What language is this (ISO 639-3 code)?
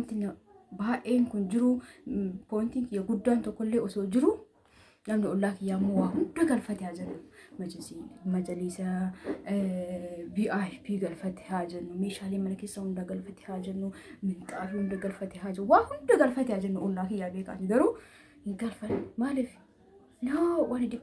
orm